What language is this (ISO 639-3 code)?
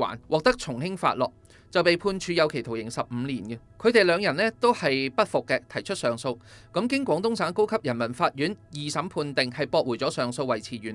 yue